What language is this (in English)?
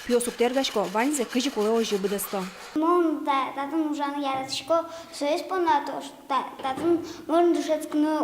Udmurt